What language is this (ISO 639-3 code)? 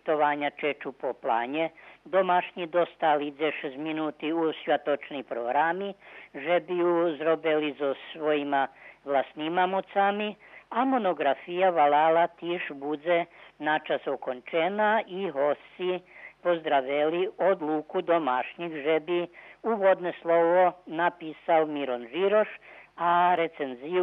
rue